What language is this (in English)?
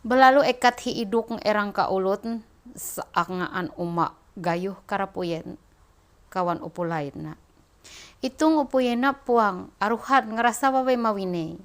Ma'anyan